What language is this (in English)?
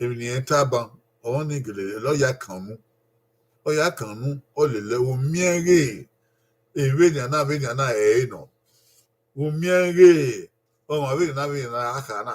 Bini